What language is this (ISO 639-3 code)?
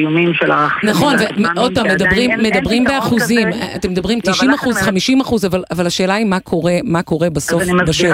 heb